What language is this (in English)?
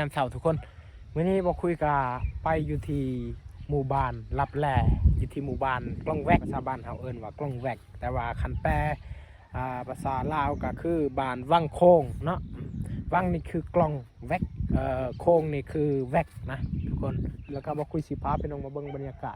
Lao